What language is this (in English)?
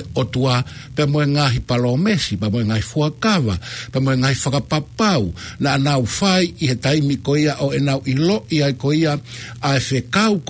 Tongan